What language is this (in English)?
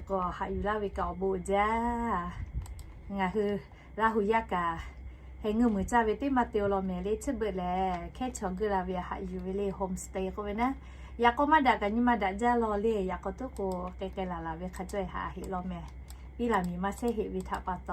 Lahu